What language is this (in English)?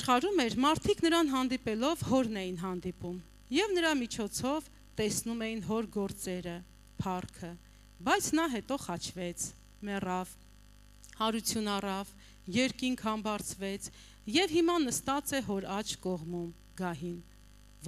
Armenian